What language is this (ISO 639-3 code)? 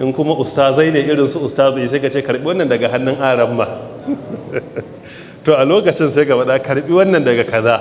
hau